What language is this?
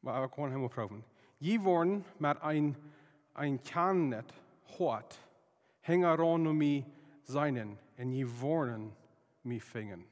Plautdietsch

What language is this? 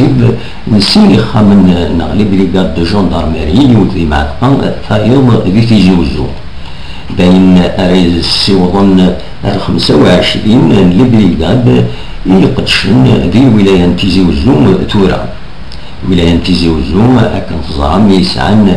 Kabyle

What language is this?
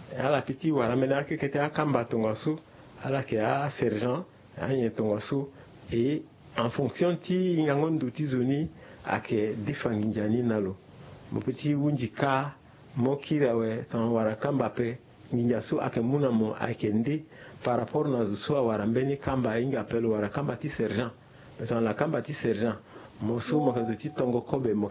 Sango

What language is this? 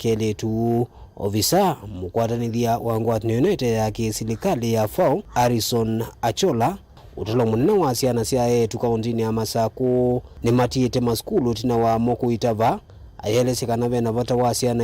Kamba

